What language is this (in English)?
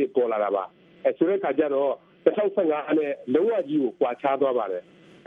Burmese